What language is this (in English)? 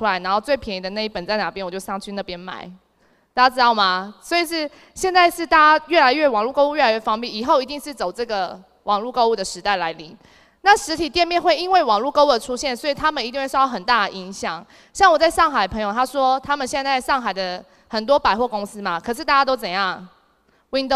Chinese